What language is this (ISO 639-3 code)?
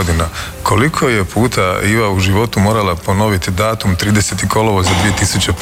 hrv